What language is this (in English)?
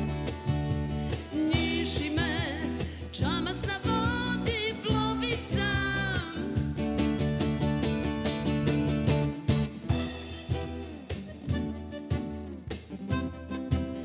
Serbian